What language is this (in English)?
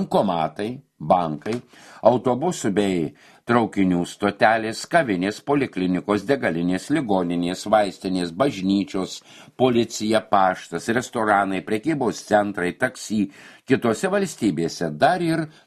Lithuanian